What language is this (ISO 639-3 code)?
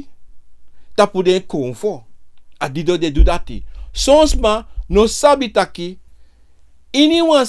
srn